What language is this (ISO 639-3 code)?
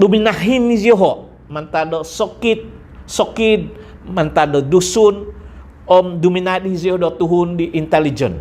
dtp